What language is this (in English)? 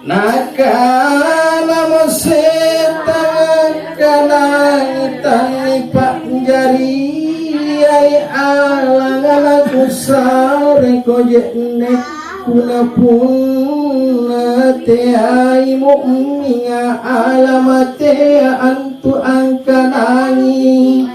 Makasar